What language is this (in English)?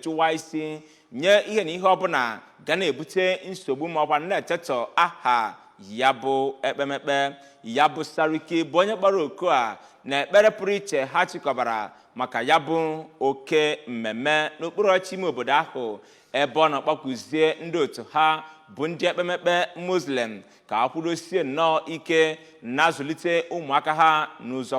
Igbo